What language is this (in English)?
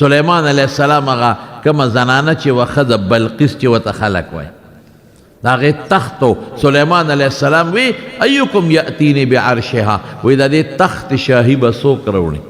Pashto